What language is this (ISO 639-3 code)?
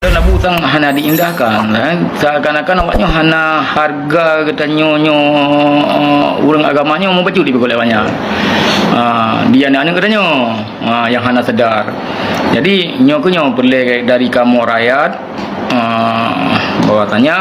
ace